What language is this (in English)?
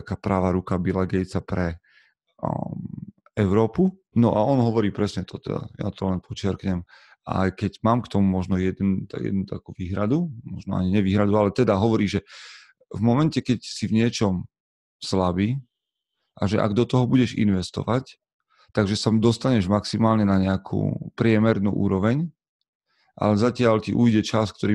Slovak